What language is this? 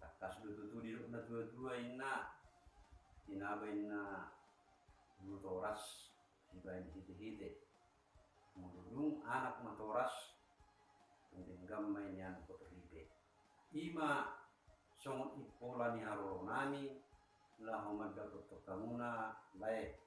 Batak Toba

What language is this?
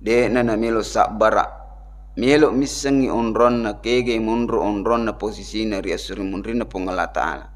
Buginese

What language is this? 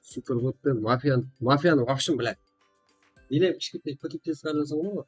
Kara-Kalpak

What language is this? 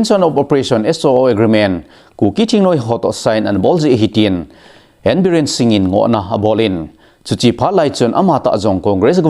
Thado Chin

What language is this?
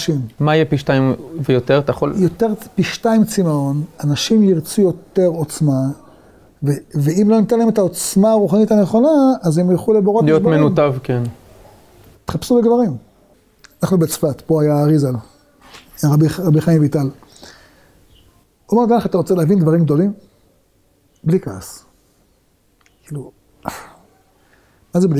Hebrew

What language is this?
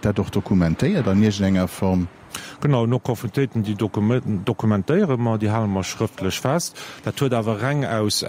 Luxembourgish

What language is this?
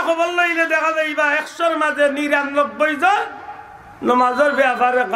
Sylheti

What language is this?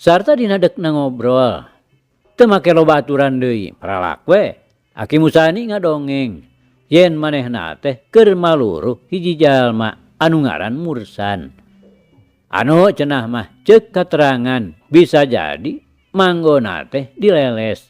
Sundanese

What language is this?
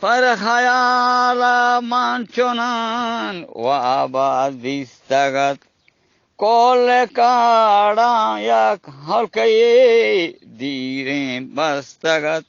Eastern Balochi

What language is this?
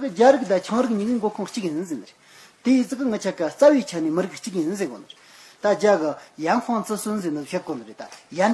Tibetan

